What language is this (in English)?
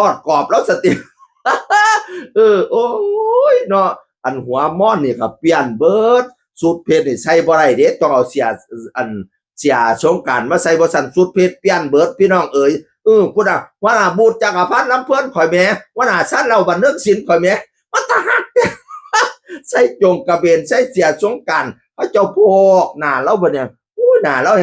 Northeastern Thai